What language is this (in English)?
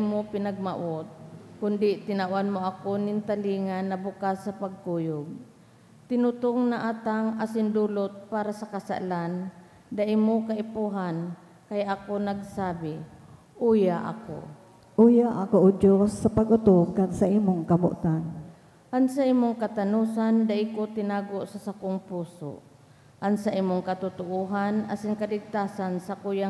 Bikol